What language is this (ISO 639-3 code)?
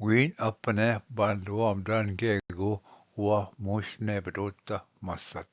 oji